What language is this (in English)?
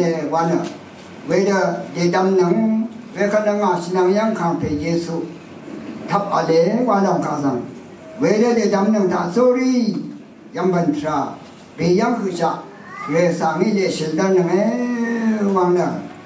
Rawang